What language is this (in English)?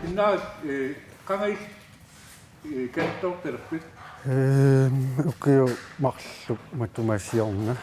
Kalaallisut